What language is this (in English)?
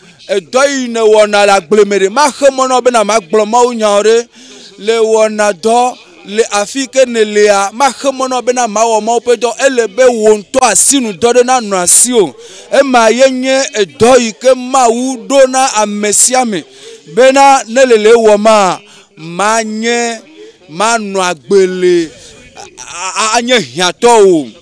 Ewe